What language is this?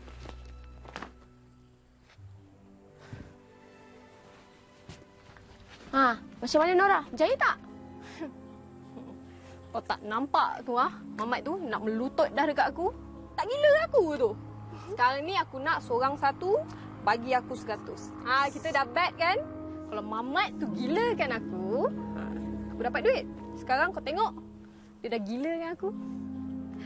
Malay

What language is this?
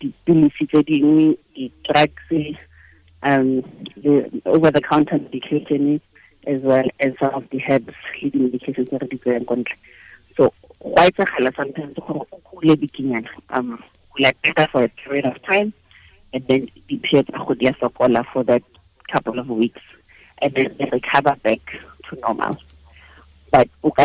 Tswana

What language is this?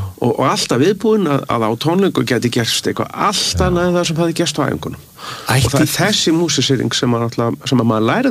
Icelandic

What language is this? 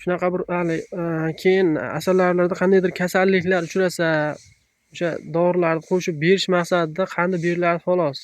Uzbek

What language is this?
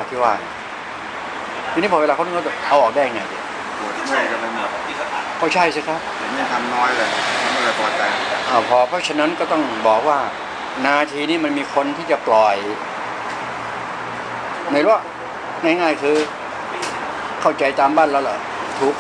Thai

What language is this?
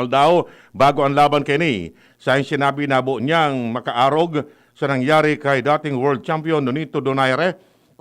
Bikol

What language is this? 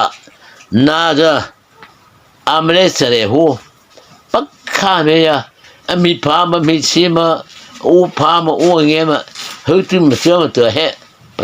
Mara Chin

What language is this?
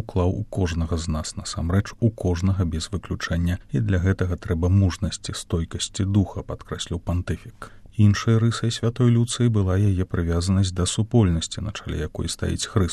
Belarusian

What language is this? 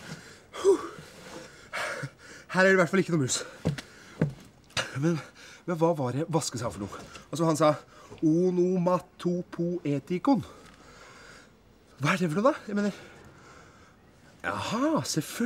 Norwegian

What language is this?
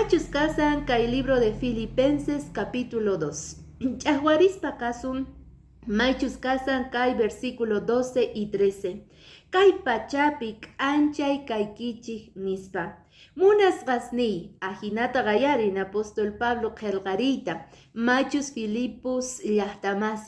Quechua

